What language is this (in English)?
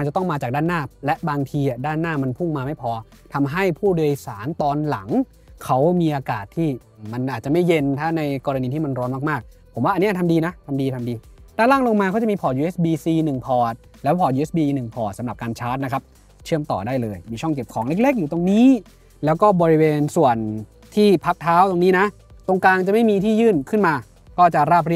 Thai